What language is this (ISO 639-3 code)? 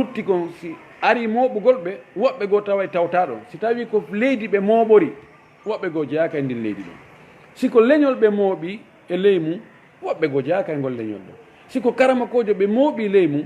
ful